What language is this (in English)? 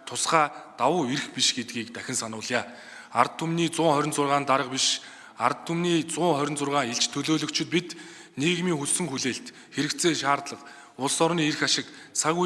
Mongolian